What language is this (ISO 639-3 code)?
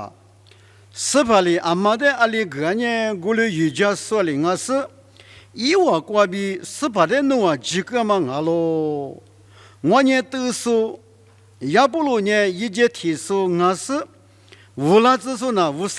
lis